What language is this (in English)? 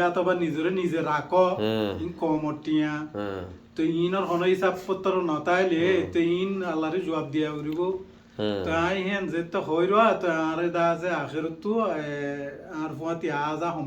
Rohingya